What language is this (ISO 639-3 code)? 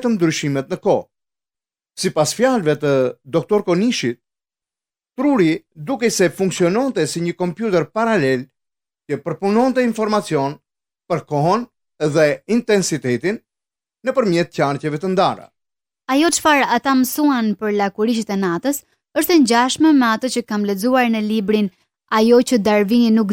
sqi